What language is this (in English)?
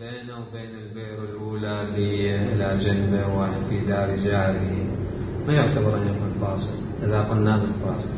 Mesopotamian Arabic